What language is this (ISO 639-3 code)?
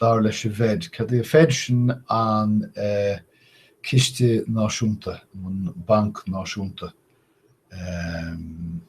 gle